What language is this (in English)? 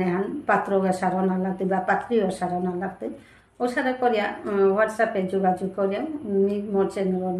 Bishnupriya